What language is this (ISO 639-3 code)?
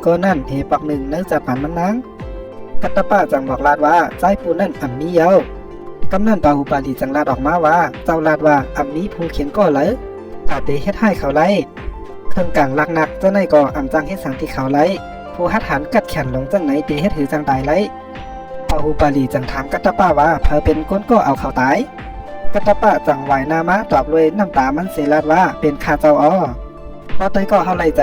shn